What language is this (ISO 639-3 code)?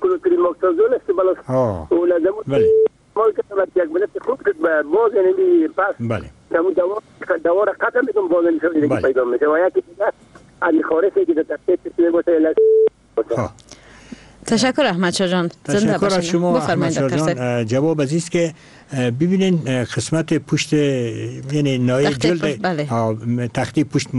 fas